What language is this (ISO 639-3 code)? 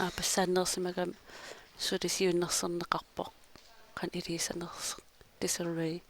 kal